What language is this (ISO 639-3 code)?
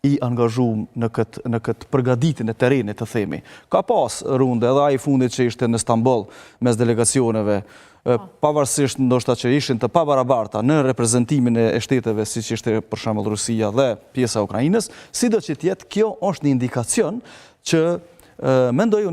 sqi